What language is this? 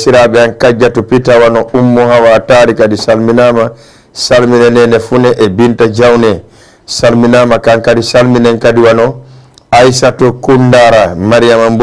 Fula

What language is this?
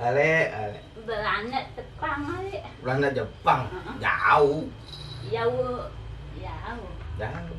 Betawi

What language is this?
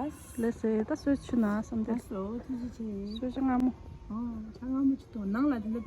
Tibetan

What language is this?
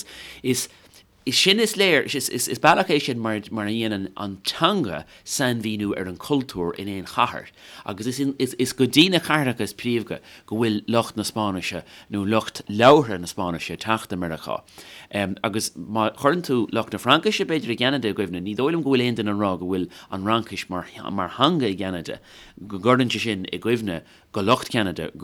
Irish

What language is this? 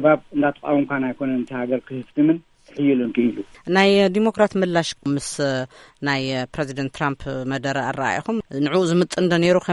Tigrinya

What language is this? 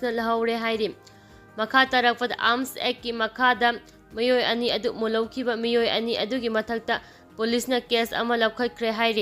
Manipuri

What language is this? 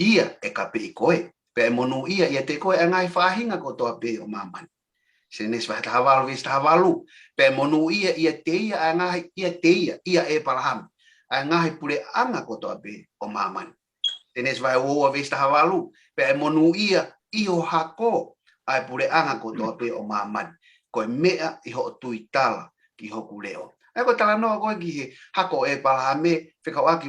Tongan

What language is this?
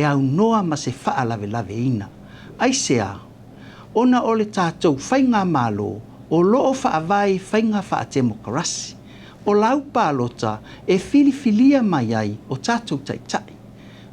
Samoan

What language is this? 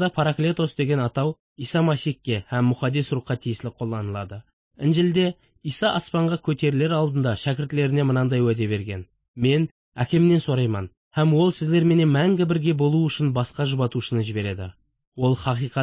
Kara-Kalpak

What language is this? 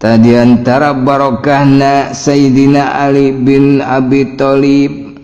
Sundanese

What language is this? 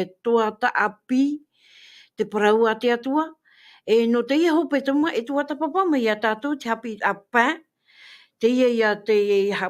Tahitian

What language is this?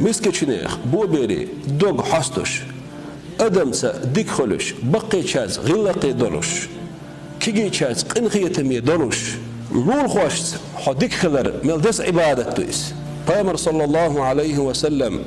Chechen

